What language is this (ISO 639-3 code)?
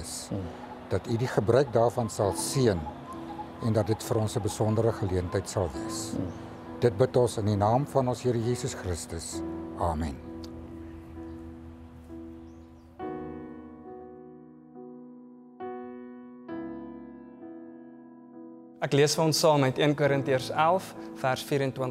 afr